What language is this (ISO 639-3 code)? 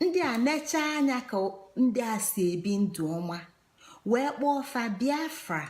ibo